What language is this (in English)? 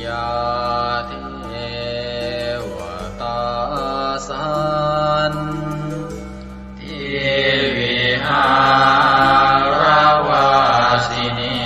Pali